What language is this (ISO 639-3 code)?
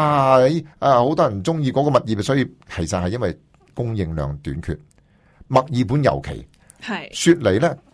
yue